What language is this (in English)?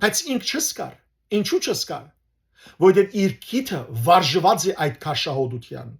Western Armenian